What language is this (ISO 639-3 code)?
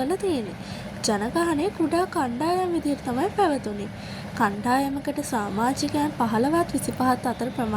sin